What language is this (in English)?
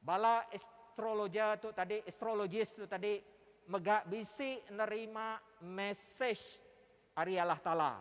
Iban